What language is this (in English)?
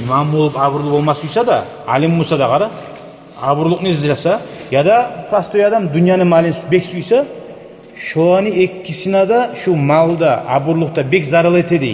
Kumyk